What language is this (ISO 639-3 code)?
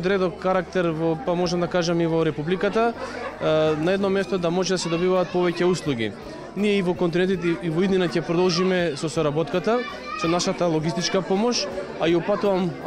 mkd